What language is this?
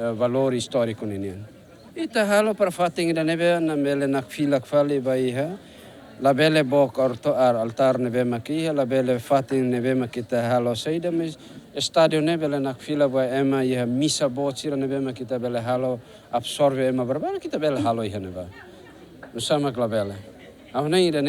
Tetum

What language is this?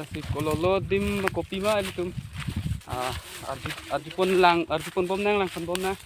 Karbi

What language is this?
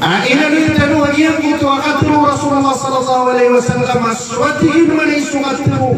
Maranao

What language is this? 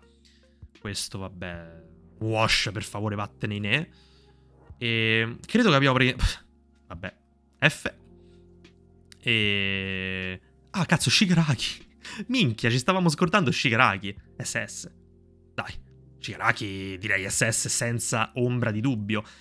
Italian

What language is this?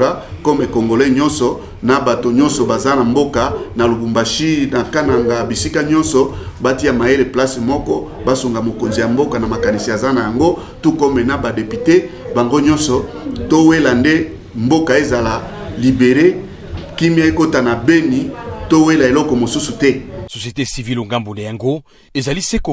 Lingala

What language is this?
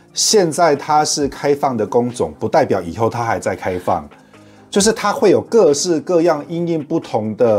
Chinese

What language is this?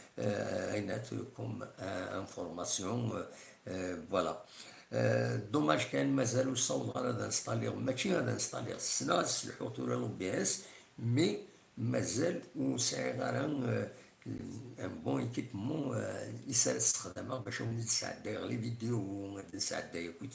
Kabyle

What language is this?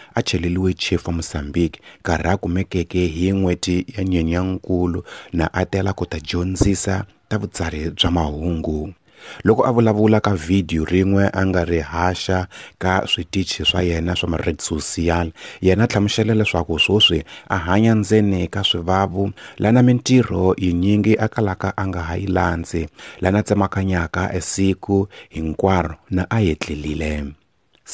Tsonga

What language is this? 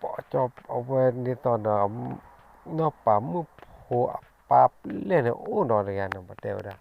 S'gaw Karen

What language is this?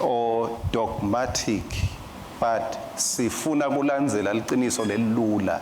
Swati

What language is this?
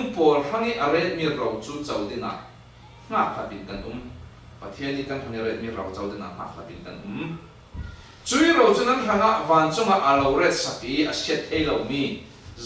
Falam Chin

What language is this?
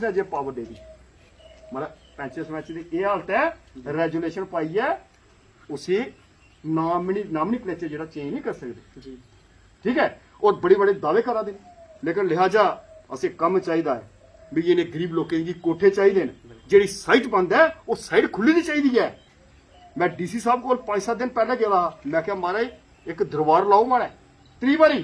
Dogri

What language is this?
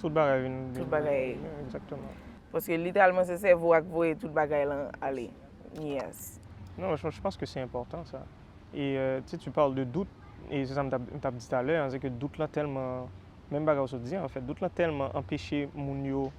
Haitian Creole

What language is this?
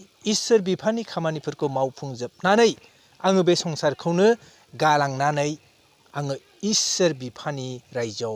Bodo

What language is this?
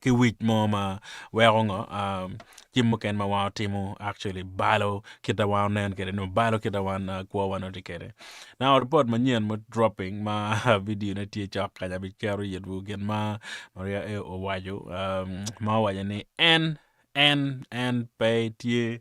Acoli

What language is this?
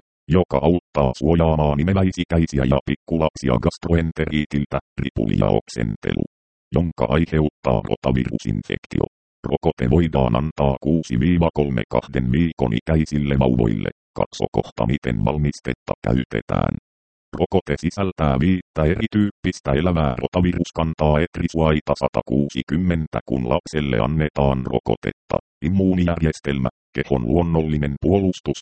Finnish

